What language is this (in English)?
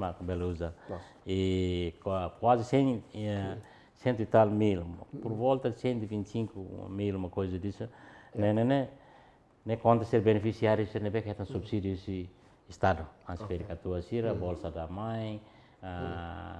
Tetum